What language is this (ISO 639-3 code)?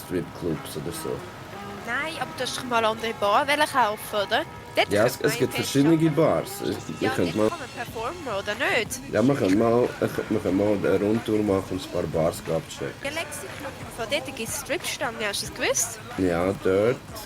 gsw